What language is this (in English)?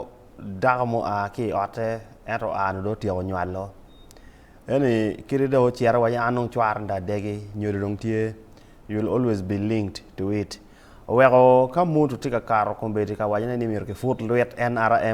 Acoli